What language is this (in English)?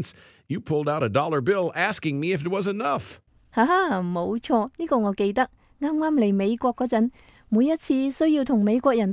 Cantonese